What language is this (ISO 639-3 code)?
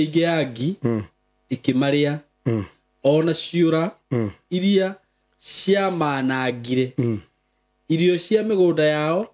kik